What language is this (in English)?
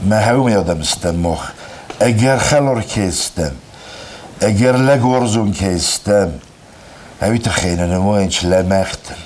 Ossetic